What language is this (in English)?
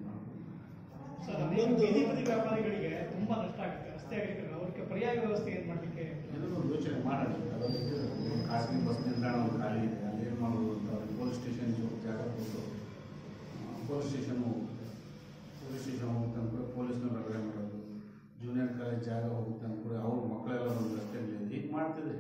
Kannada